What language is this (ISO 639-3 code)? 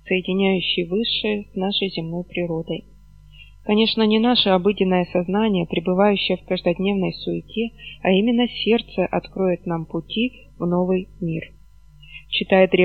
rus